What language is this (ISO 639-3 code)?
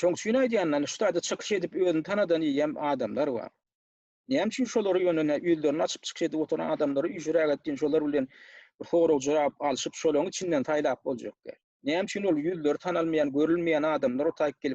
tuk